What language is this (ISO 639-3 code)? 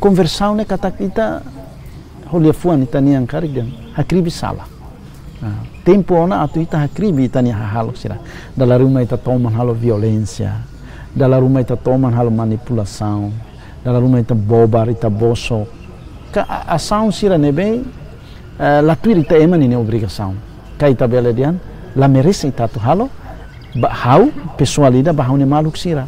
tet